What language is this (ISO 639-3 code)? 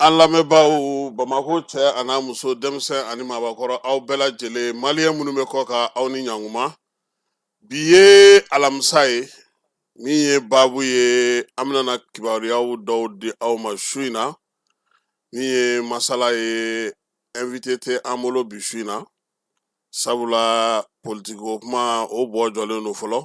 bam